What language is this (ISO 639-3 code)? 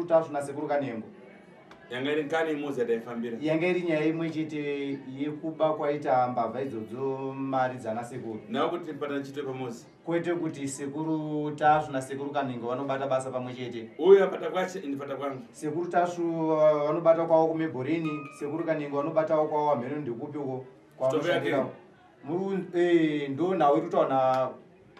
sna